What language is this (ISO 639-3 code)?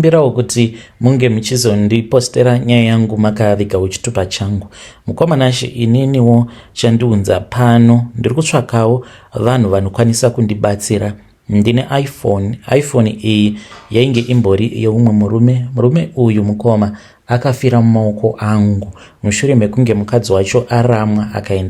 sna